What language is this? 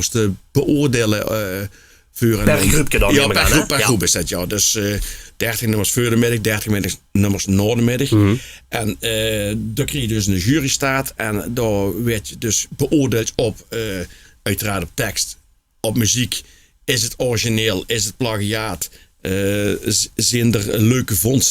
Limburgish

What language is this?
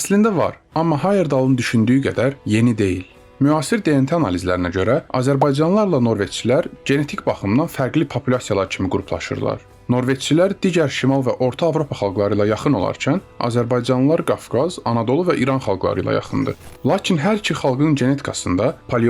Azerbaijani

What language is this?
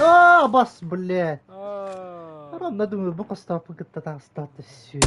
Yakut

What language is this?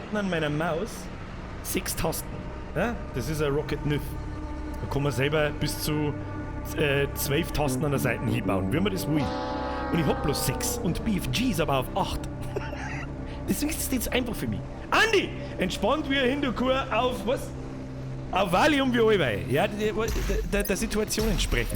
Bavarian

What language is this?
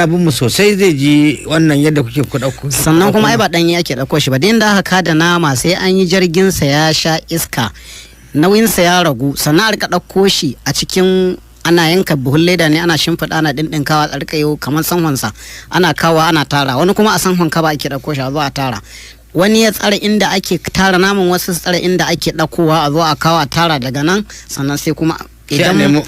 Hausa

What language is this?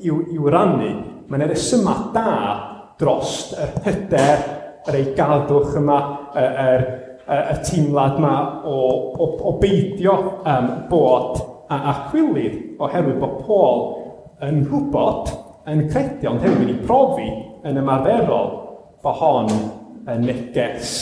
Welsh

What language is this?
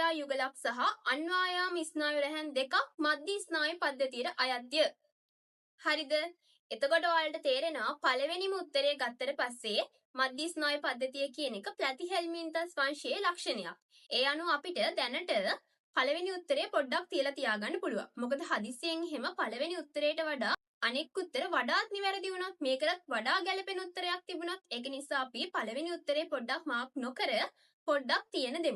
Sinhala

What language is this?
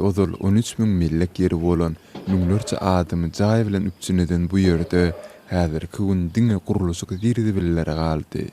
Turkmen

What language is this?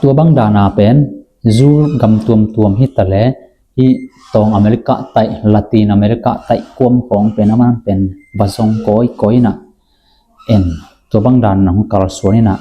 Tedim Chin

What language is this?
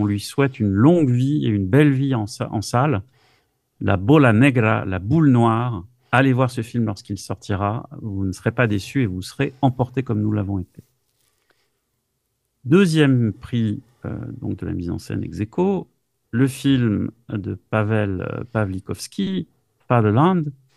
French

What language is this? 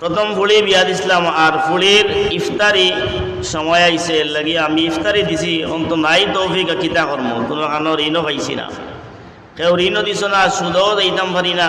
Sylheti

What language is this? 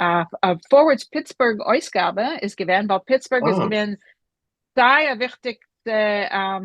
Yiddish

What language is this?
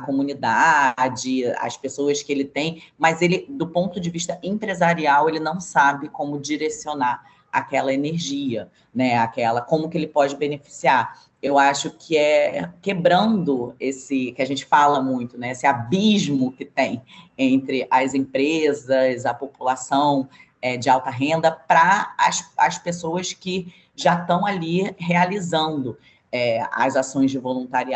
Portuguese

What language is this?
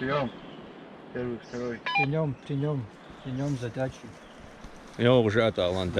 Kabardian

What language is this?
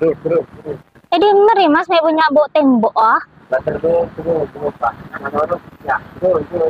Madurese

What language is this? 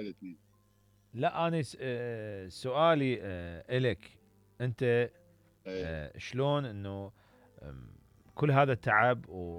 Mesopotamian Arabic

